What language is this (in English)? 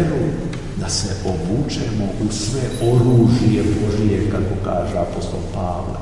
Serbian